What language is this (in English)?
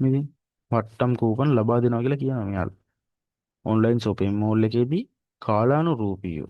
Sinhala